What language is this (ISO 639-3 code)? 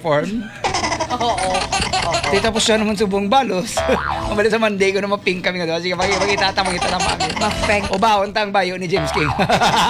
fil